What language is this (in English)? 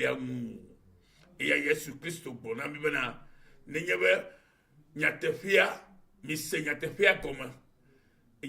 Ewe